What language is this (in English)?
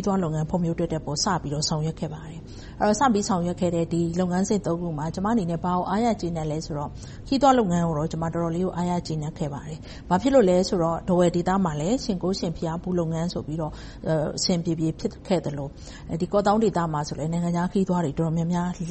Burmese